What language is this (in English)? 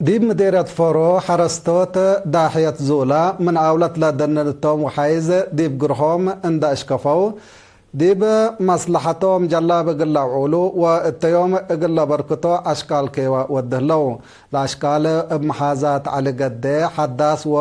Tigre